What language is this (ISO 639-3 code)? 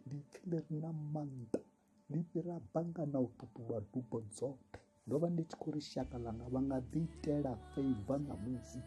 ven